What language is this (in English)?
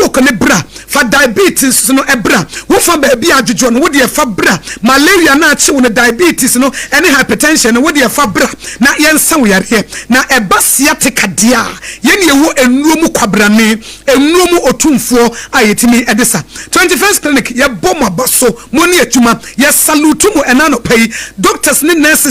Akan